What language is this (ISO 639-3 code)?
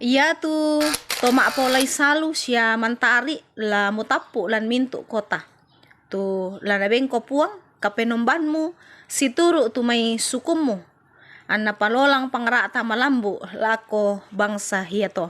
sda